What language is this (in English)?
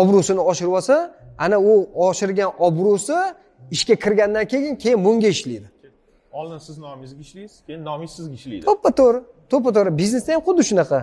Uzbek